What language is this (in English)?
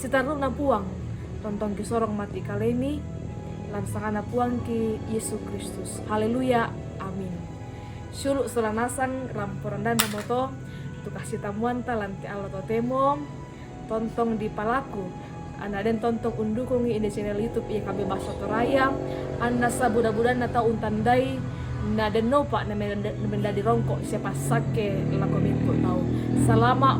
Toraja-Sa'dan